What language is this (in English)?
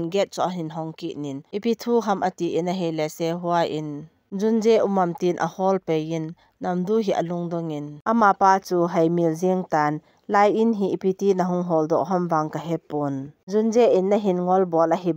Thado Chin